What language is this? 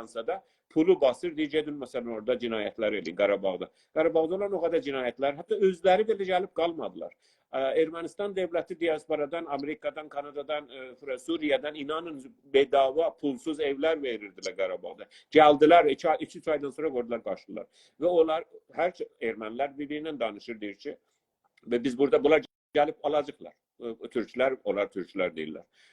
South Azerbaijani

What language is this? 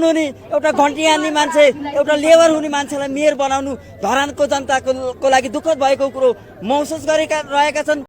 Nepali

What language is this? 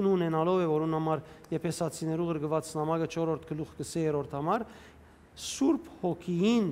Western Armenian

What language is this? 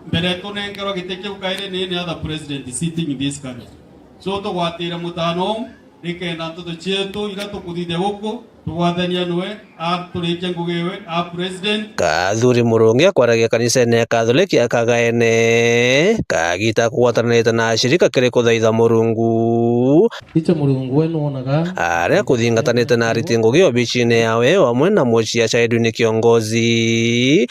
Meru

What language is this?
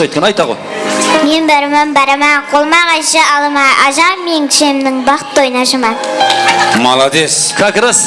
Kara-Kalpak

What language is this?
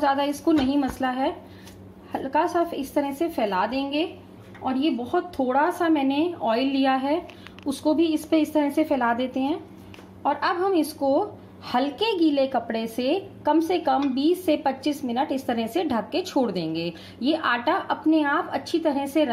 Hindi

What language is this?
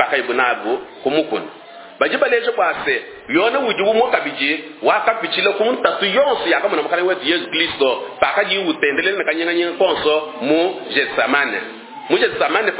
Luba-Lulua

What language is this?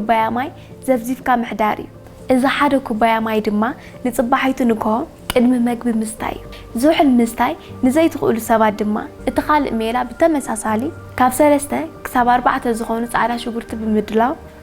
Tigrinya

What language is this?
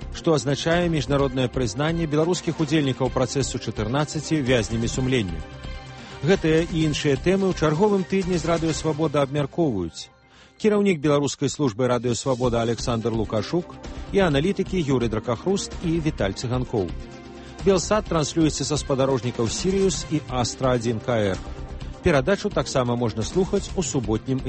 Belarusian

